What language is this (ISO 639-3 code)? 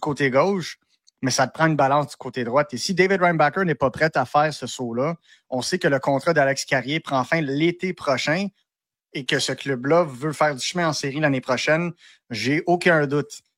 fra